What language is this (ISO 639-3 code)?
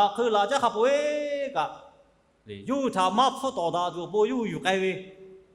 lhu